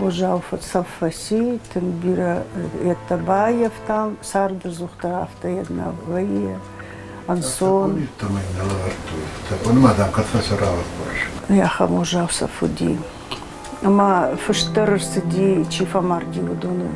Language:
Ossetic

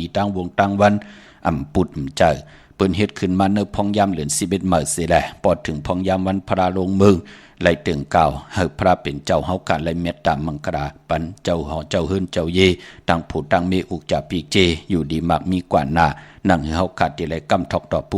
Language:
Shan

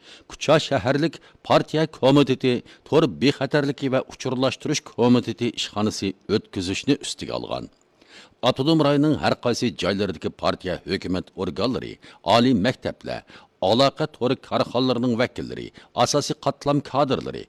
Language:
Uyghur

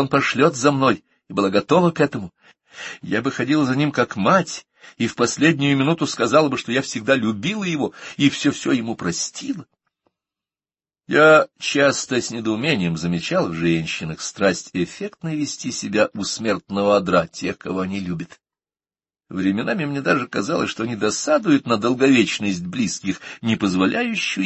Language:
Russian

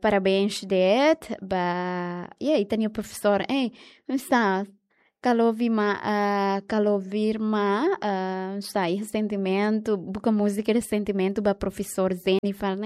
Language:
Tetum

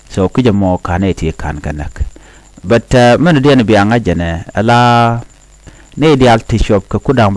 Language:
Nuer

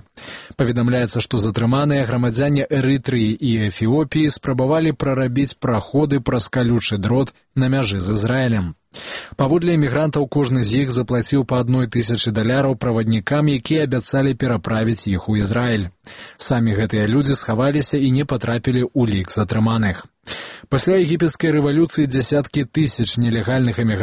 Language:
Belarusian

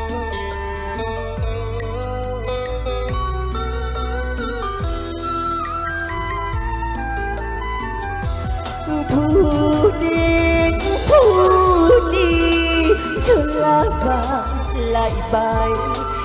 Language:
Vietnamese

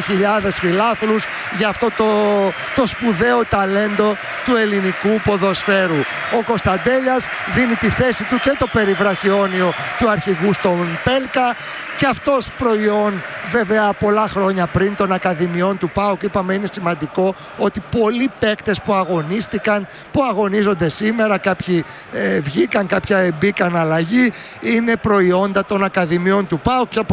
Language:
Greek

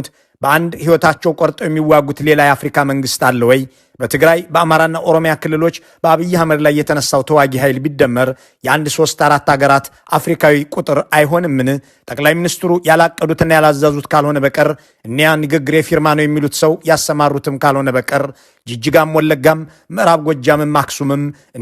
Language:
Amharic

